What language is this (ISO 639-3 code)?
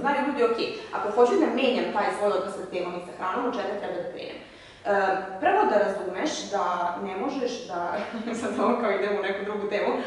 srp